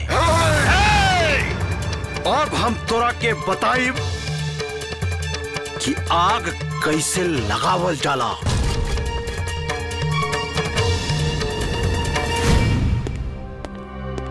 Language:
Bhojpuri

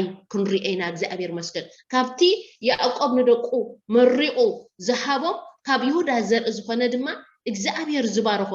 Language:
Tigrinya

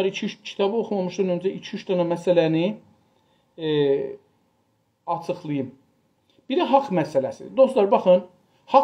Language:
South Azerbaijani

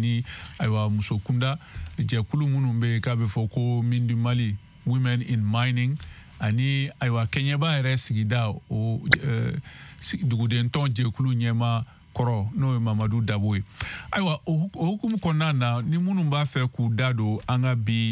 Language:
Bambara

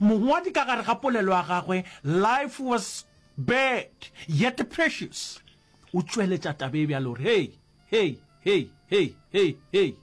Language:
Northern Sotho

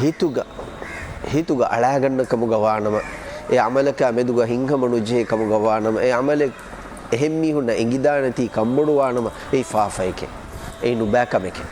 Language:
Divehi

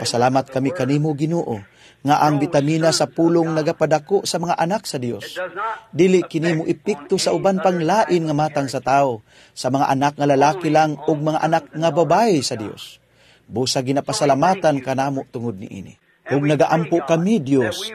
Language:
Cebuano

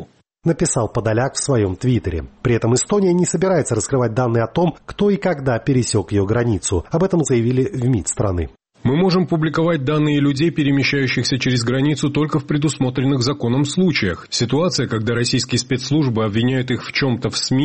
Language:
Russian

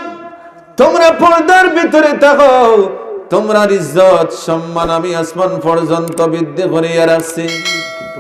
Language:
Sylheti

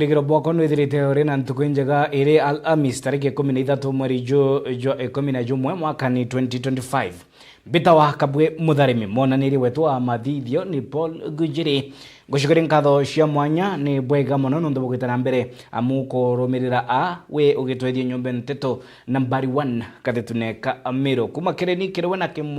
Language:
Meru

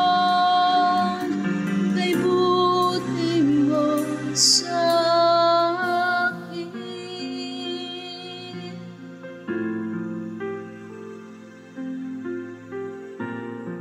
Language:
Filipino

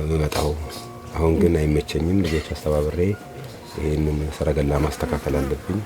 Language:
Amharic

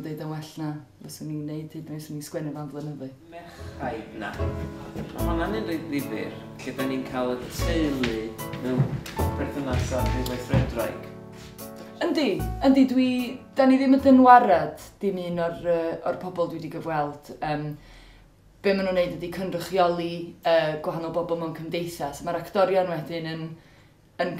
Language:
Welsh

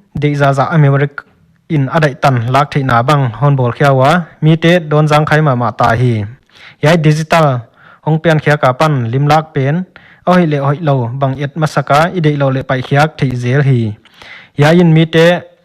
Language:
Paite Chin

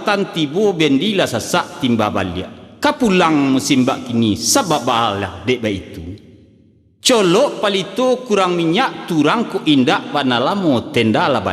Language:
Minangkabau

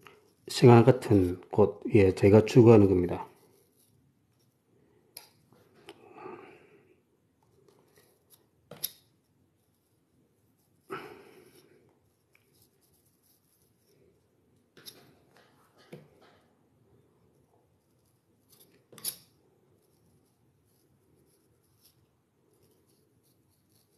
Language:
Korean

